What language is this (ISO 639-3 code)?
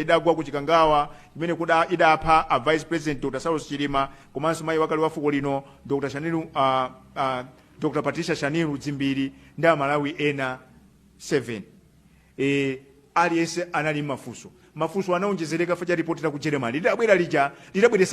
nya